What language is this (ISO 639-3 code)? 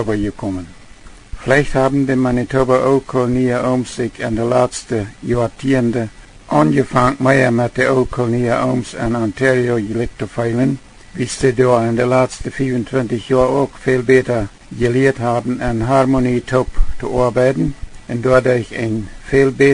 pdt